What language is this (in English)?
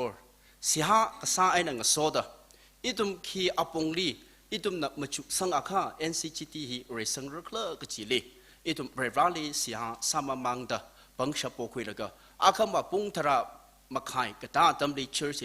Tangkhul Naga (India)